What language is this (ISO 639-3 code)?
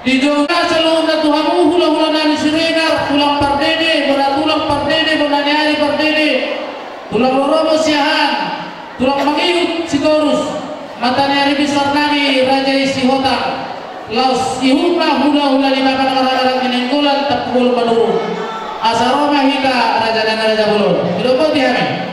bbc